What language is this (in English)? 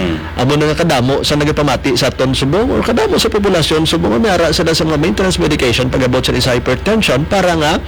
Hiligaynon